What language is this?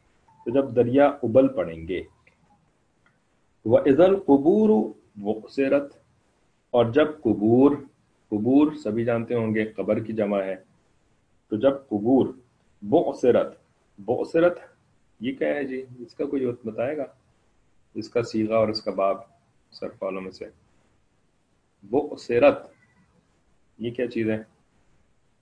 Urdu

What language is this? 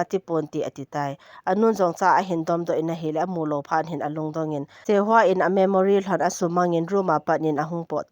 Thado Chin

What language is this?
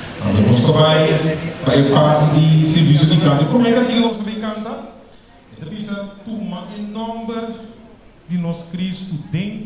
Papiamento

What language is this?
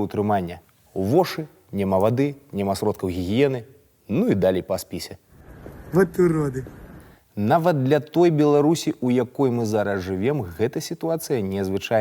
Belarusian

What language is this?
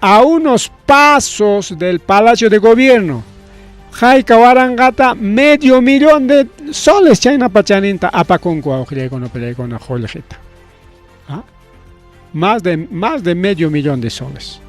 Ayacucho Quechua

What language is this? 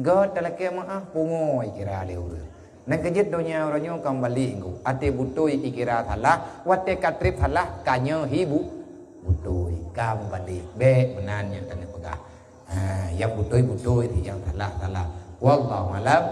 Achinese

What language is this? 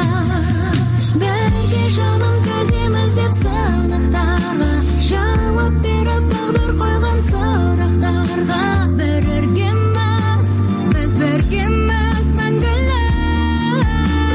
Kazakh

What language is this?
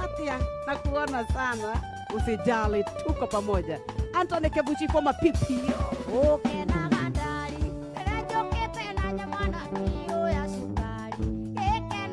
Kikuyu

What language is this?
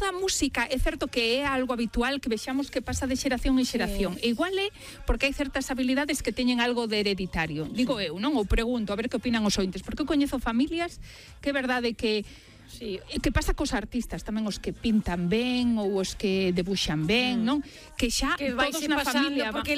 Galician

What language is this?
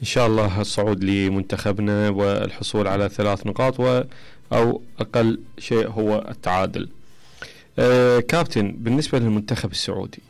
Mesopotamian Arabic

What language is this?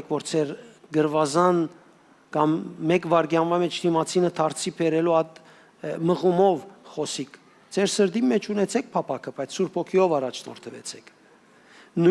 Western Armenian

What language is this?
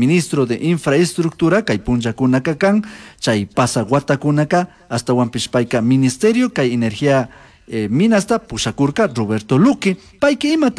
Chimborazo Highland Quichua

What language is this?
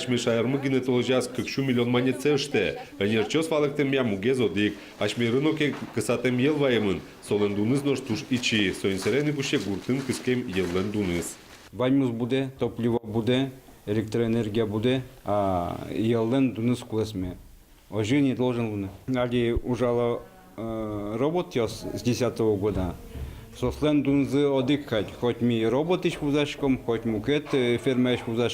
Udmurt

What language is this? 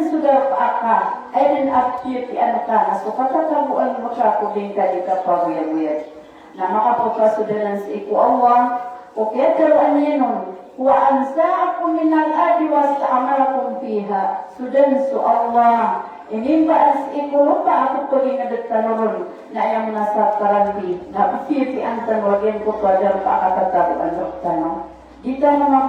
Maranao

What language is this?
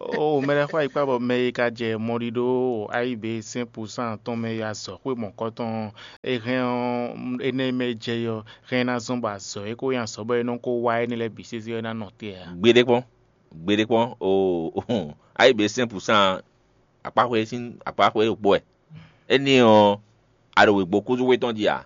Fon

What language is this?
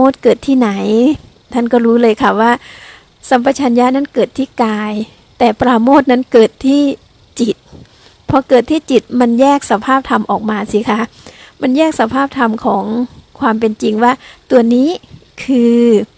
Thai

